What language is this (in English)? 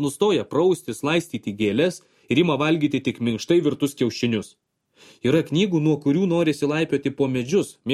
Lithuanian